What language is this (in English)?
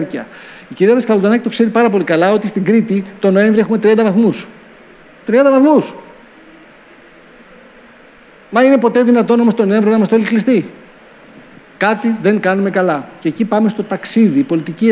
Greek